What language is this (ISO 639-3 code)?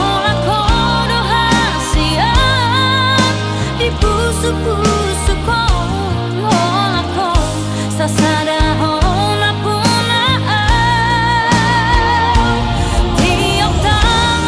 bbc